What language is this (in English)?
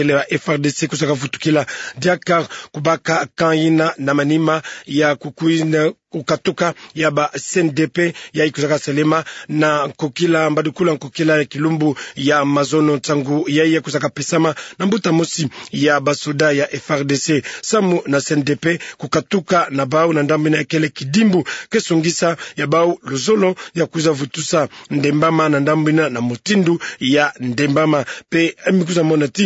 Kituba (Democratic Republic of Congo)